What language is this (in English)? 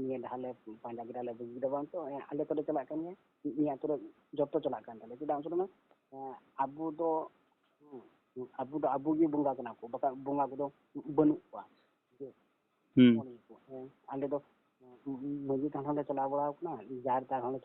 Santali